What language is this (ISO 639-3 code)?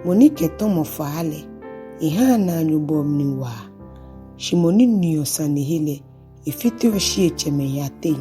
gaa